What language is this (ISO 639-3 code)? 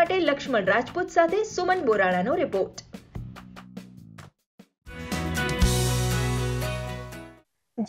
guj